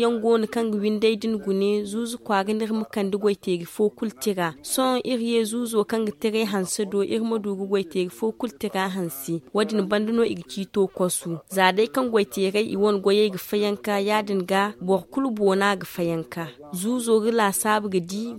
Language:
Zarma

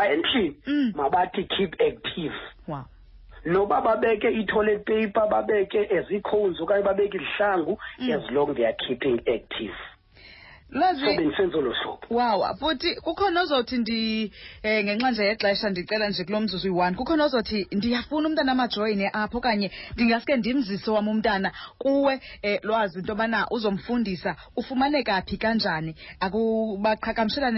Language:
Xhosa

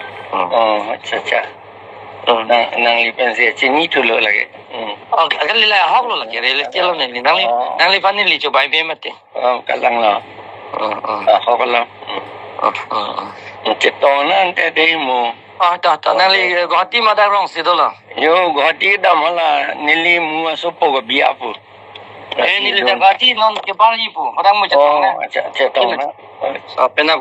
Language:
Karbi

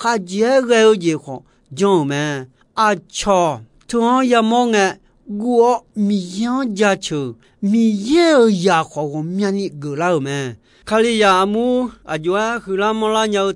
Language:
Akha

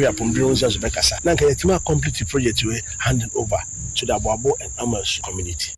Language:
Akan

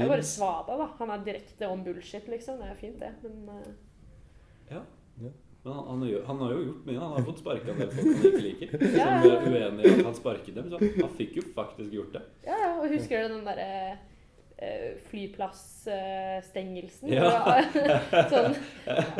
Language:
Norwegian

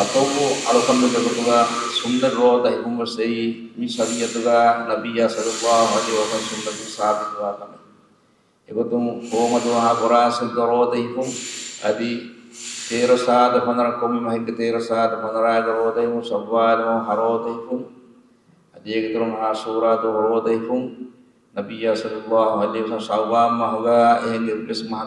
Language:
Divehi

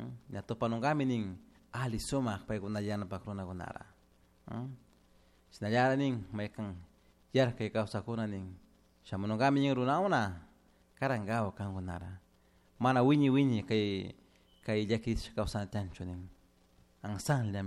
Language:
Chimborazo Highland Quichua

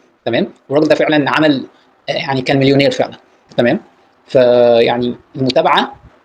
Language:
Egyptian Arabic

